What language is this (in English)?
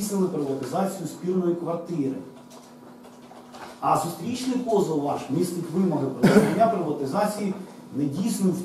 Ukrainian